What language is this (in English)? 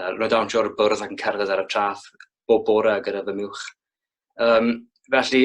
Welsh